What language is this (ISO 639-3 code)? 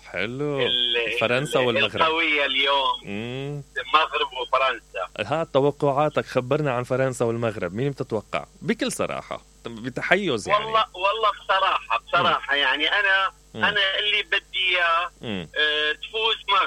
acm